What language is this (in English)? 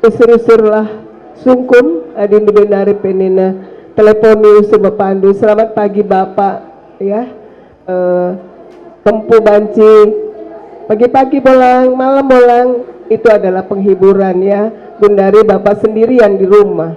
Batak Karo